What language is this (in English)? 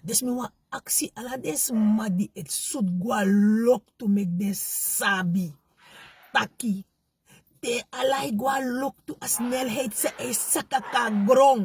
Sranan Tongo